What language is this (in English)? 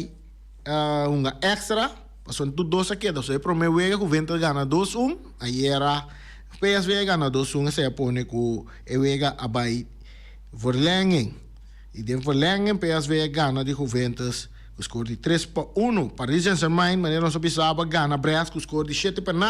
Papiamento